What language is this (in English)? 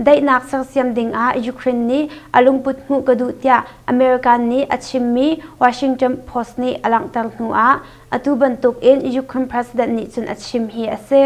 Hakha Chin